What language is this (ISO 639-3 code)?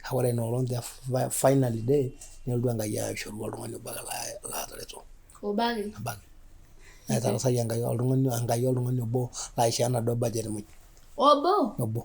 mas